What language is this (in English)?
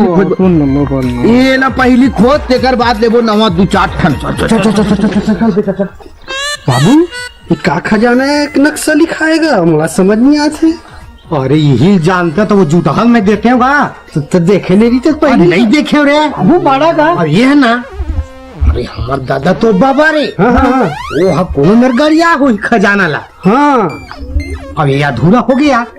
Chhattisgarhi